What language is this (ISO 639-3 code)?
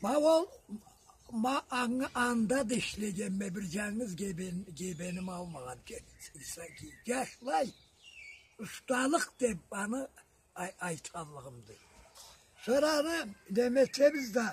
krc